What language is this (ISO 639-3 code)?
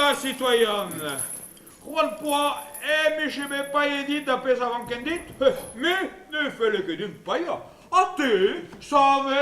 bre